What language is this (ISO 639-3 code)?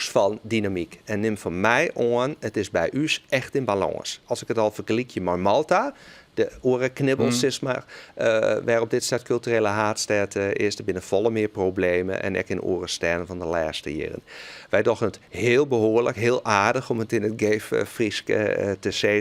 fry